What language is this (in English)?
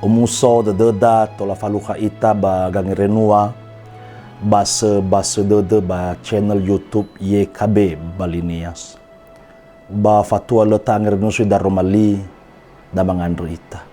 Nias